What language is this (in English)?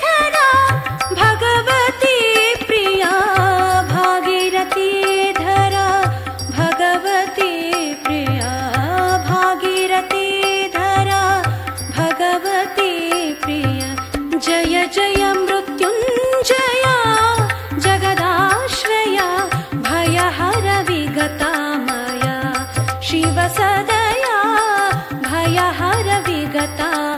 Kannada